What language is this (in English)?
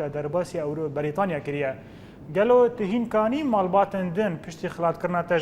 Kurdish